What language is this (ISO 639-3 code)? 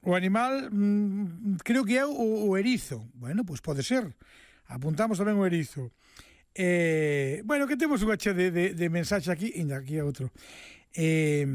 glg